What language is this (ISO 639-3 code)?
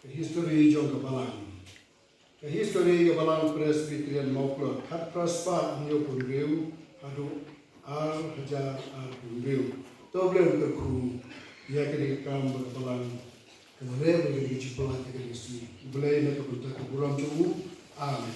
kha